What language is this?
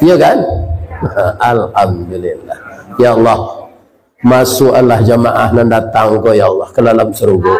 Minangkabau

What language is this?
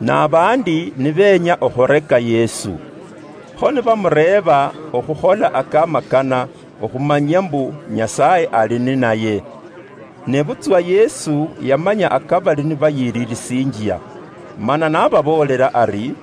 Luyia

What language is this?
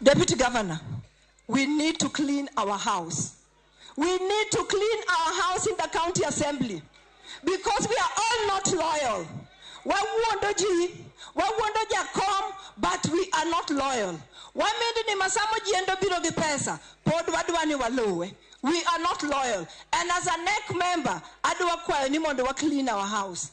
Luo (Kenya and Tanzania)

